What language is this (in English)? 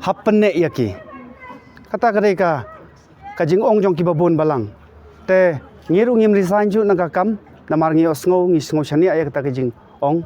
Khasi